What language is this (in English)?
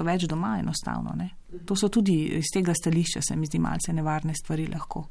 Slovenian